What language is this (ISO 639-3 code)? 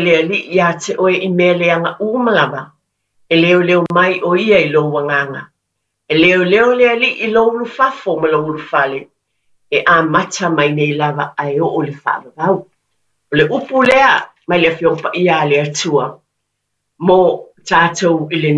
smo